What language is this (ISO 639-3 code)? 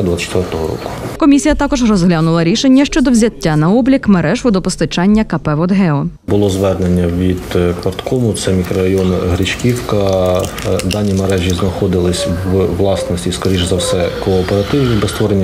ukr